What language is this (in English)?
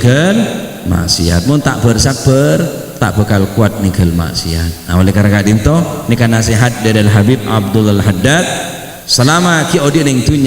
Madurese